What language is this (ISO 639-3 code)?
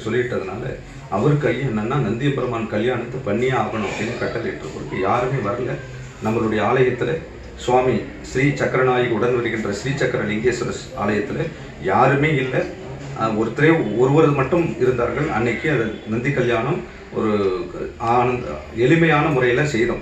tam